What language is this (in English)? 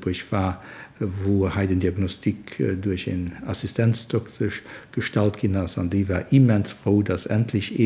Luxembourgish